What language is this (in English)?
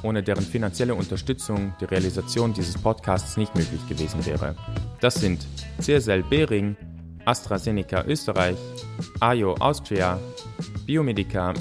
German